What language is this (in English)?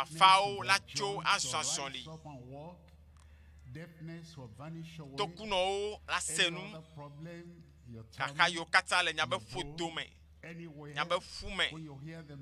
Ewe